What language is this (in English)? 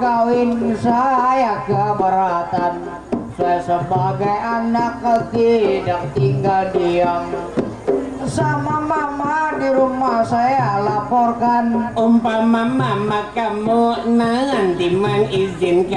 Banjar